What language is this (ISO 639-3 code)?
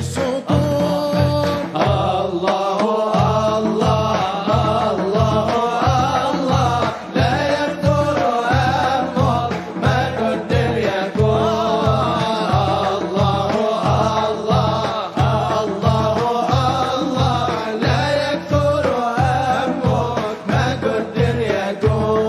msa